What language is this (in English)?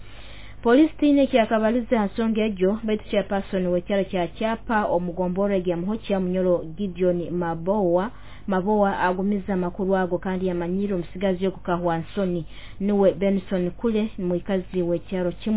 Nyoro